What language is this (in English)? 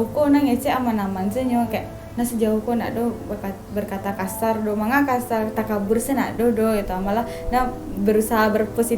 Minangkabau